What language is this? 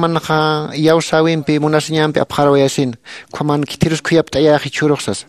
Aymara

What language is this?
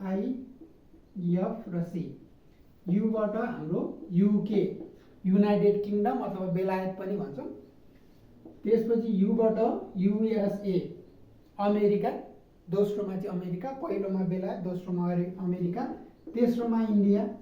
Nepali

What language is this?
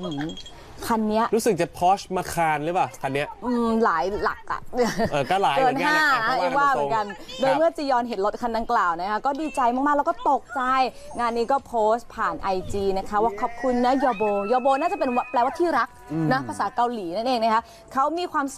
Thai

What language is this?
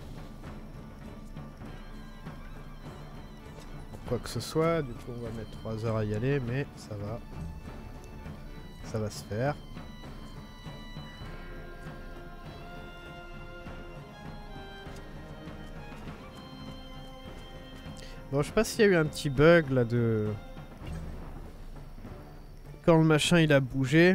French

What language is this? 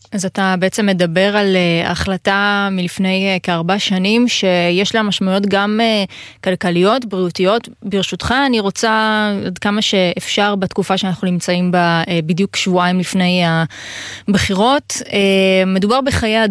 Hebrew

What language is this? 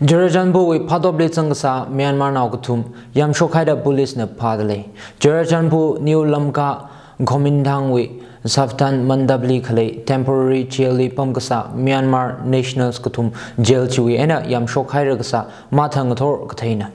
Tangkhul Naga (India)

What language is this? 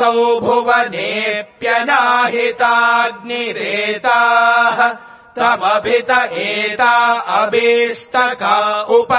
Sanskrit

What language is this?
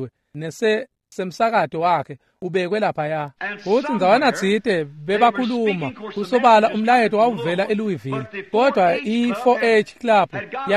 Swati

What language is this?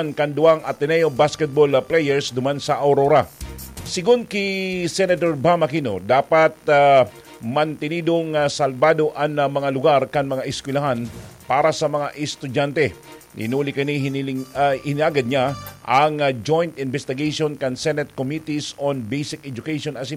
Bikol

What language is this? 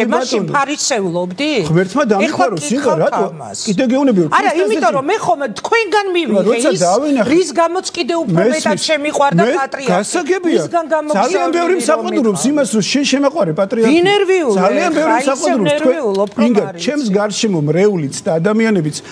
Georgian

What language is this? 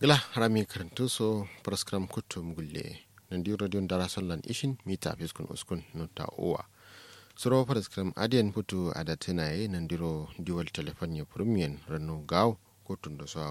Kanuri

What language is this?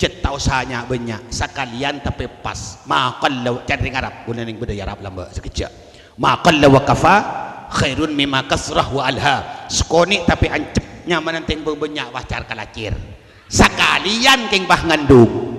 Madurese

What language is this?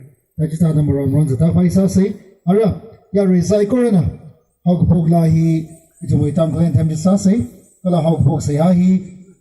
Tangkhul Naga (India)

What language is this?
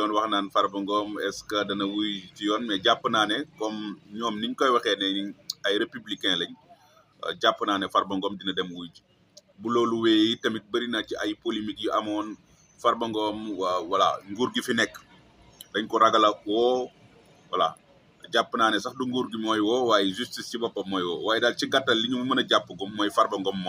Wolof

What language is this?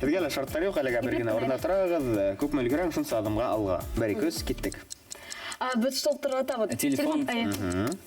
Bashkir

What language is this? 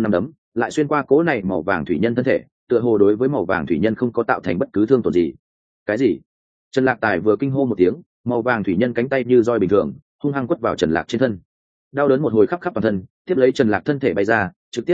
Vietnamese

